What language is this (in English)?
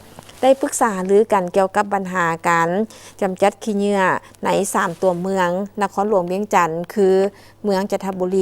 Lao